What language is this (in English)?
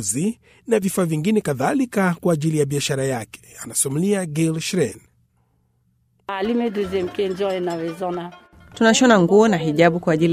Swahili